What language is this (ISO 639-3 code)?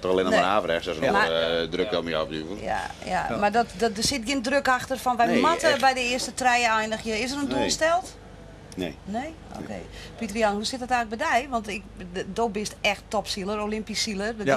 fry